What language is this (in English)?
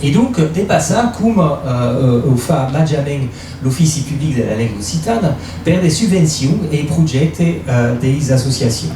Occitan